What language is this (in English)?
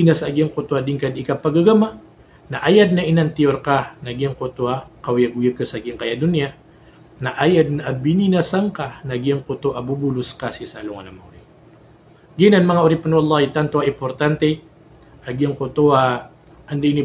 Maranao